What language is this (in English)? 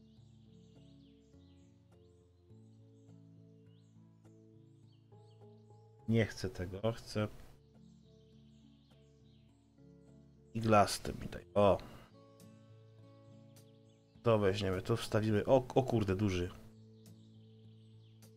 Polish